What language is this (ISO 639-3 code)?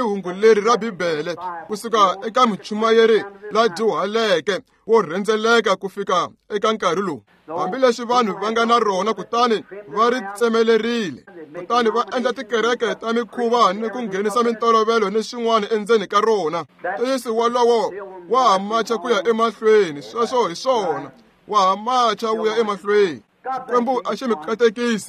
tso